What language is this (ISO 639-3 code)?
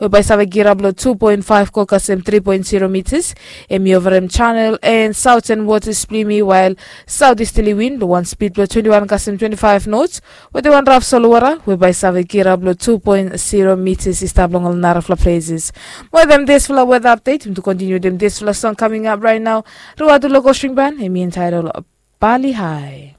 bis